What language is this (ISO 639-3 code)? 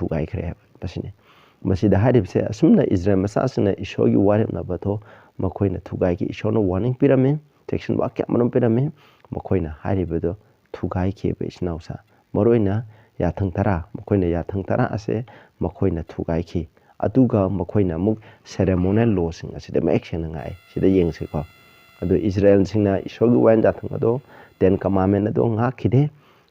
mni